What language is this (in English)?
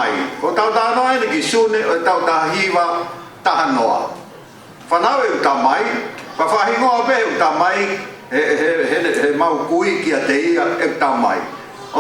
Tongan